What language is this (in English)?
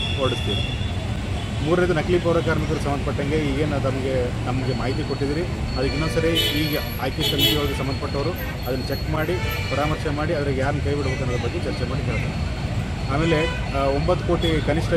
Kannada